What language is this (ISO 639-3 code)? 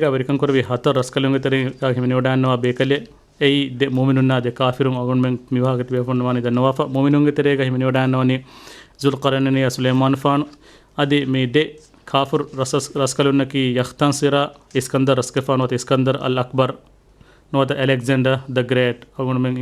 div